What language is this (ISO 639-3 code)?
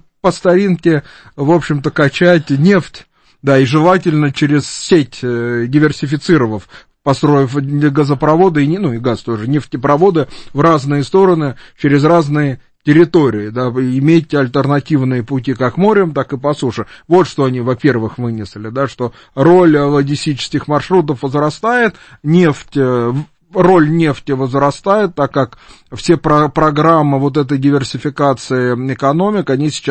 rus